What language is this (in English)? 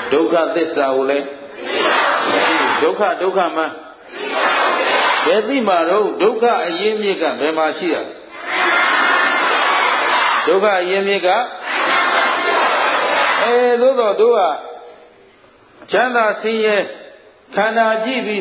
Burmese